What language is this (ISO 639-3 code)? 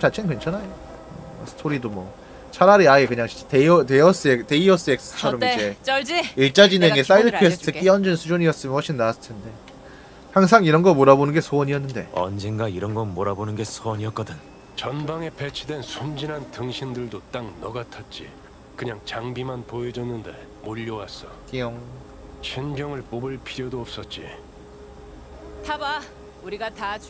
kor